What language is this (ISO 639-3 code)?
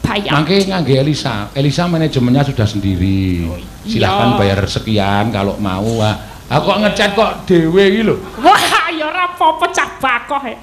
jav